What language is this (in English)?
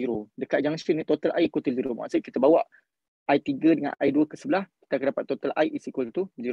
Malay